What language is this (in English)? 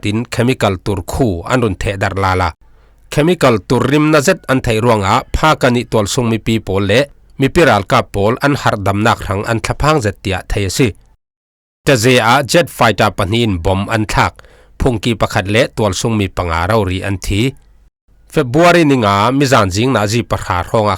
Falam Chin